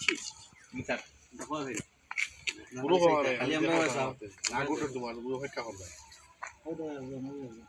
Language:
Sylheti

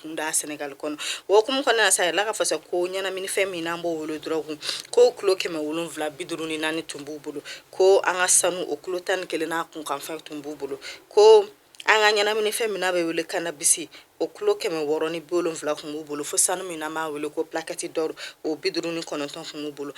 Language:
Bambara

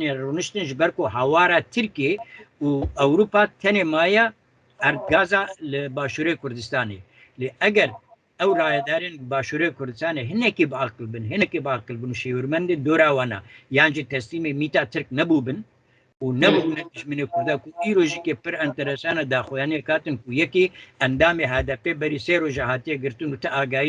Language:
Kurdish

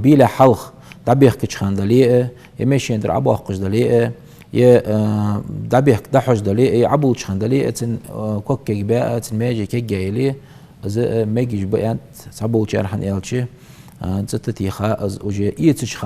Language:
Ingush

